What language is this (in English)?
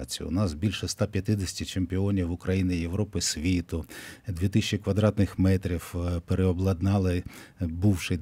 Ukrainian